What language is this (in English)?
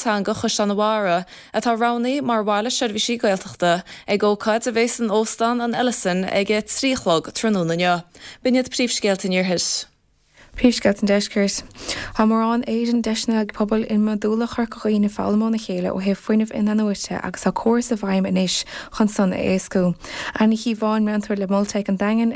Irish